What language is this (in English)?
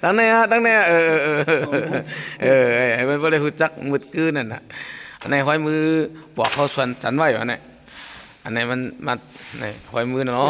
Shan